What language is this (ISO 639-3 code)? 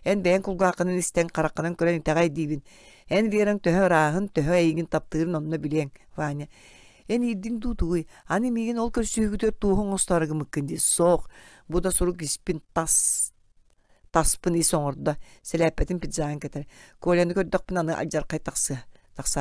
sah